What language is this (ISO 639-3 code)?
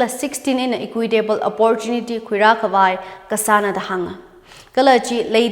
nmf